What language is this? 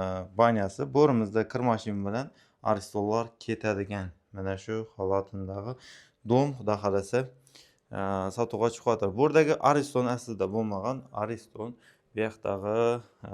Uzbek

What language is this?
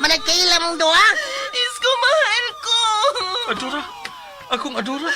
Cebuano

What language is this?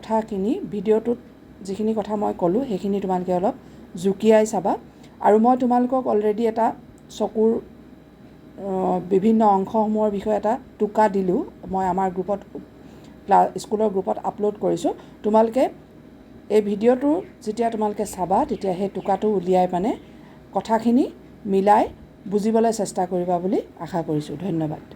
Assamese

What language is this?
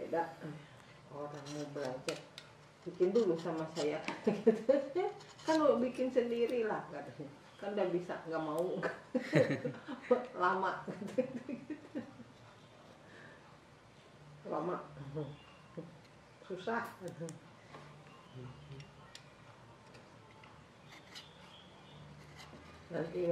Indonesian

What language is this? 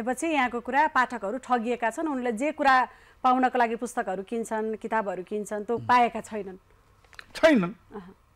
Nepali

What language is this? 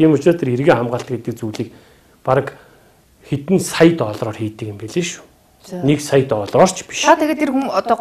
Mongolian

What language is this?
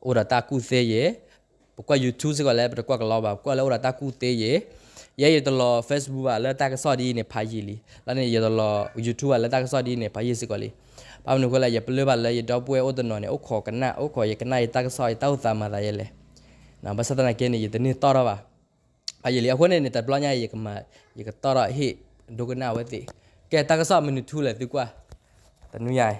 S'gaw Karen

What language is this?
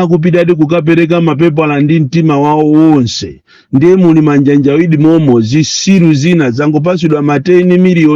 Nyanja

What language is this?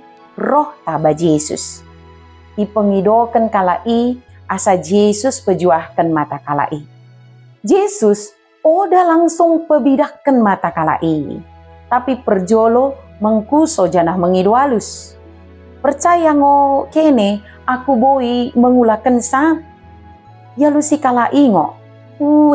Batak Dairi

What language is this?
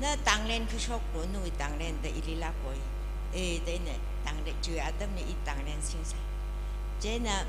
Tangkhul Naga (India)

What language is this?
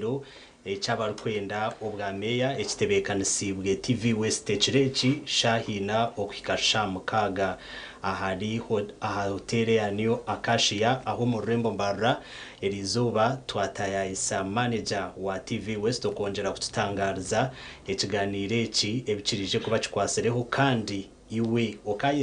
Nyankole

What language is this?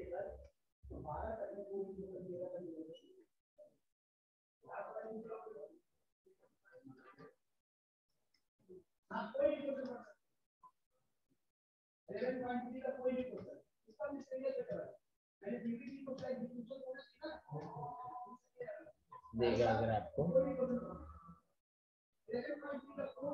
Hindi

